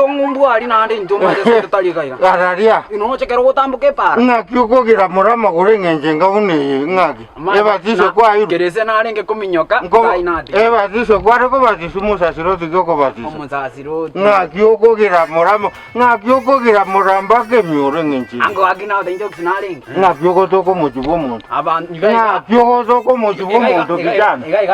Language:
Gusii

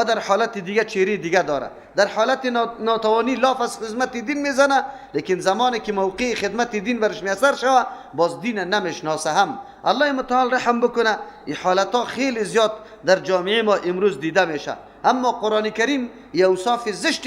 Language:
Persian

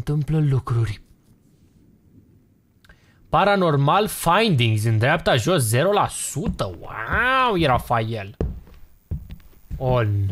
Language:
Romanian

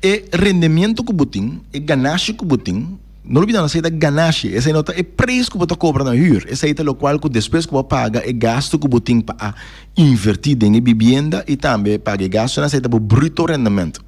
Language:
Papiamento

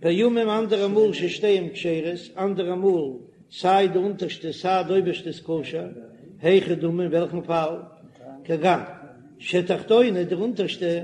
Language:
Yiddish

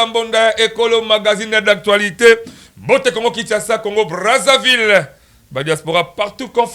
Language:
Lingala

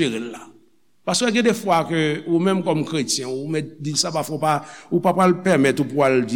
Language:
Haitian Creole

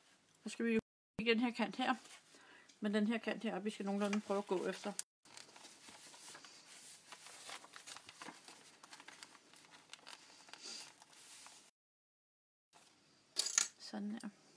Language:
Danish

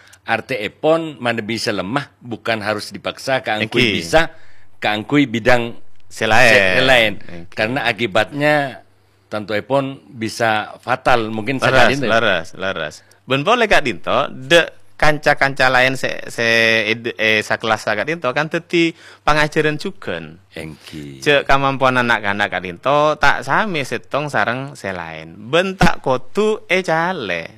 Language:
Madurese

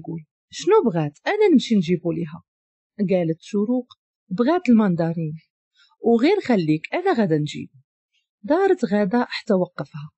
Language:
Moroccan Arabic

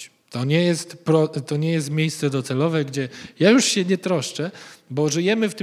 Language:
Polish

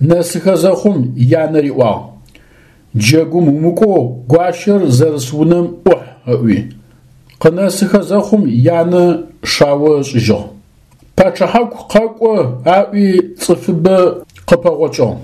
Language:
Adyghe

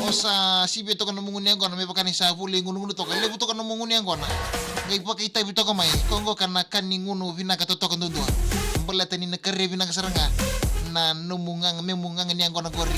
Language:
Fijian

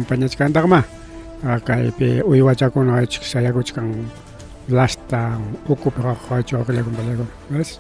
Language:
Ayacucho Quechua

